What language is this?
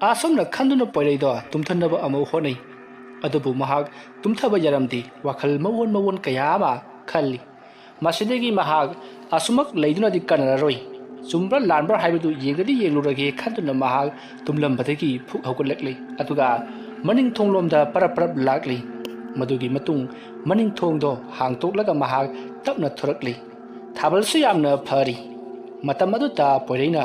Manipuri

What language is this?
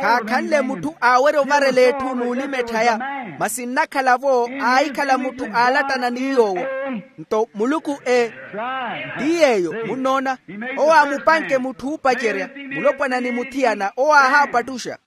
Makhuwa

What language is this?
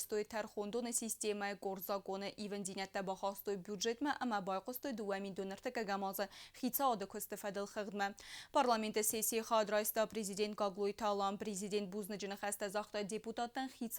Ossetic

